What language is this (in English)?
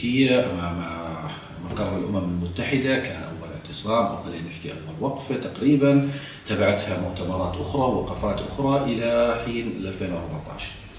South Levantine Arabic